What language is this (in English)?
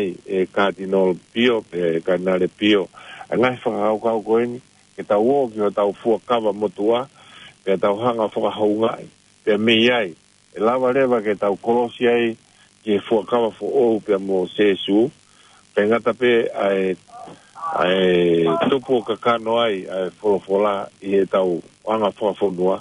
Tongan